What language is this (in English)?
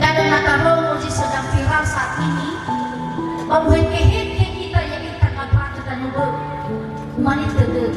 Nias